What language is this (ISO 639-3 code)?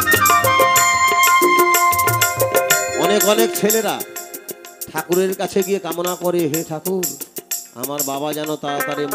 ben